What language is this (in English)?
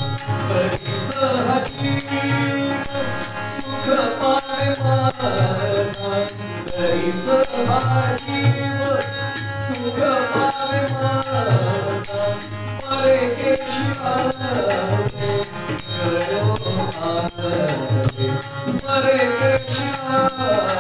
Marathi